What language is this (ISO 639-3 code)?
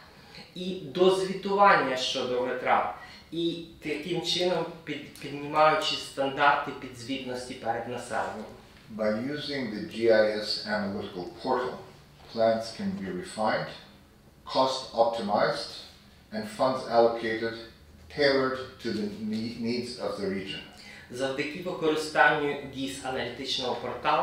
ukr